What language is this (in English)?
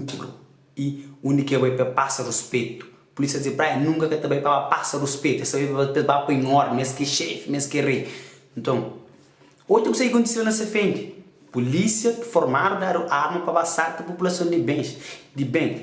Kabuverdianu